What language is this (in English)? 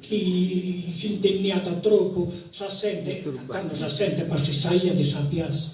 Sardinian